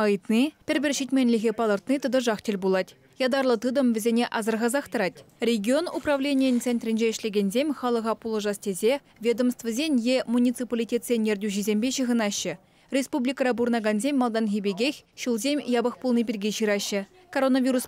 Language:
Chuvash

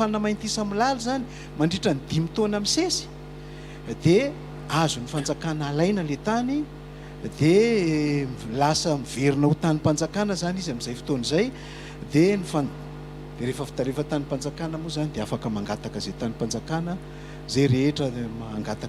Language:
Malagasy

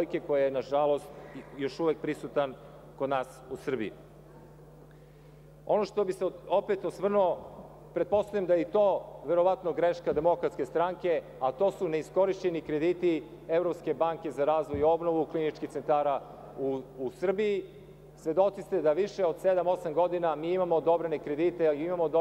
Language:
Serbian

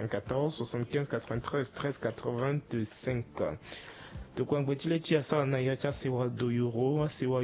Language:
Sango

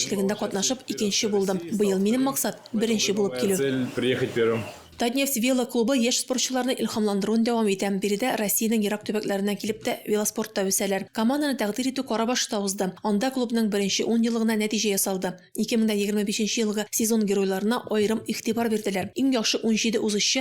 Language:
Tatar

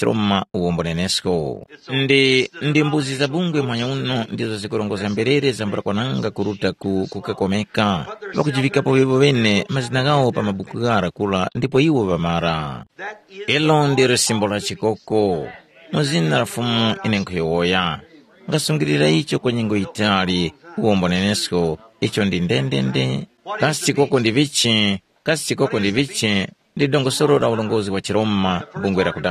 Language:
Tumbuka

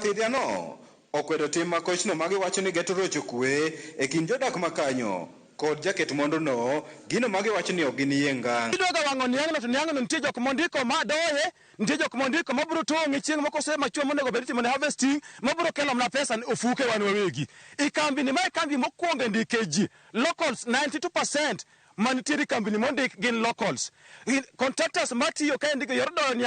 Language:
Luo (Kenya and Tanzania)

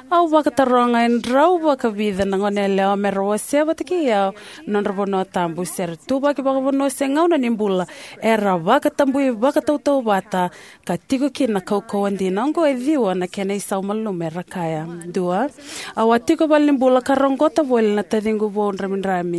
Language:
Fijian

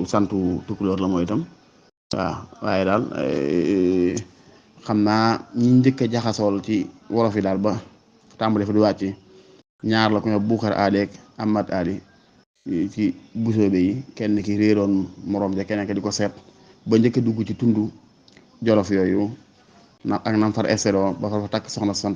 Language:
Wolof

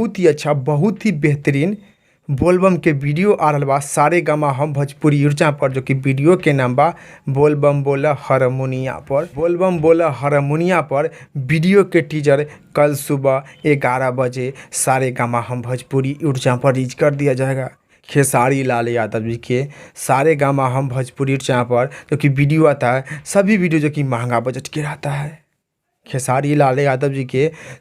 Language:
Bhojpuri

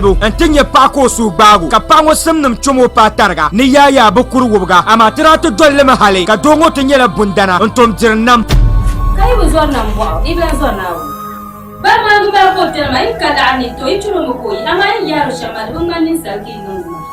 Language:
Dagbani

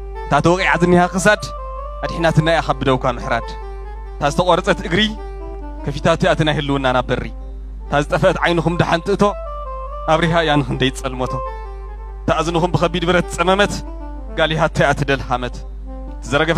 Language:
Tigrinya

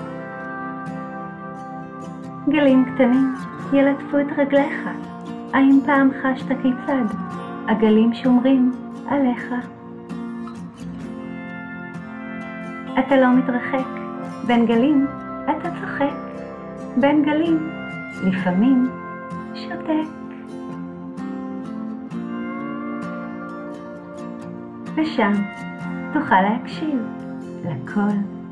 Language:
Hebrew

